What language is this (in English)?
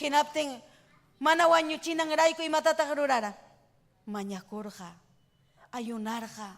Ayacucho Quechua